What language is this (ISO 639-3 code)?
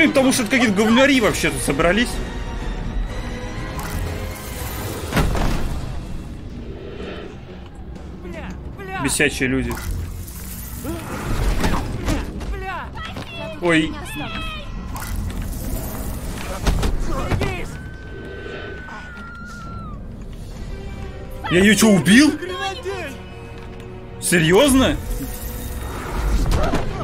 rus